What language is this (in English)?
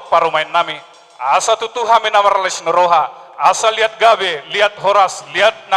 Batak Toba